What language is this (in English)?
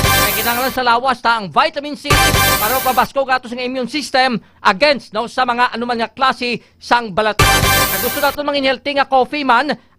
Hiligaynon